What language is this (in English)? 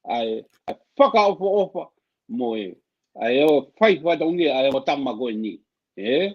Tongan